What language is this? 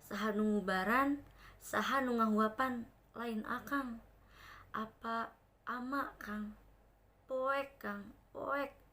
Sundanese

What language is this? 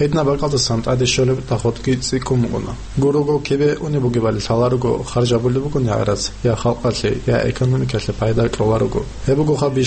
Avaric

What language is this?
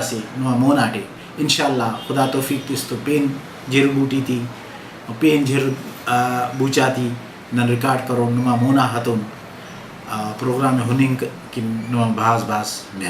Brahui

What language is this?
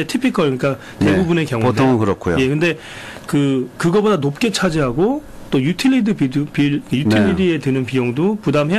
Korean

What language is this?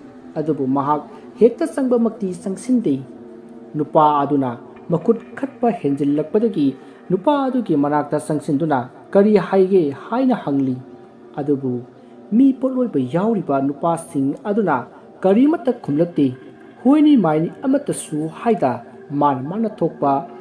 Manipuri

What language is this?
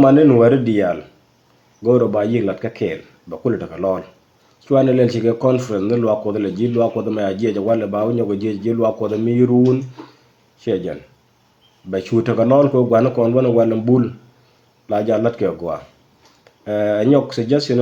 Nuer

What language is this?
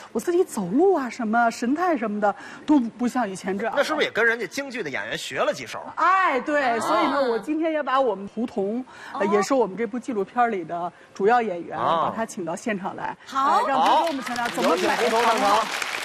Chinese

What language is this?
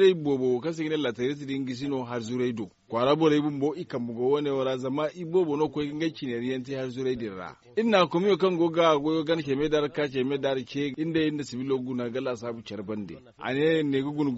Zarma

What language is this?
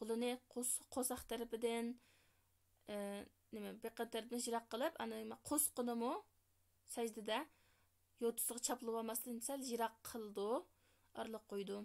Uyghur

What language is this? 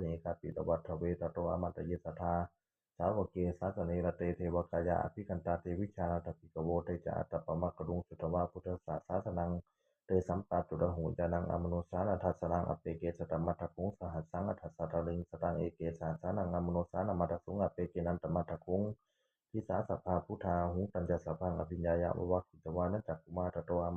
Pali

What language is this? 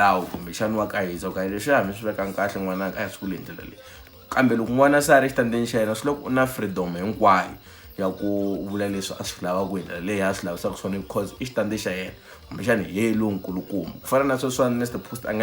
Tsonga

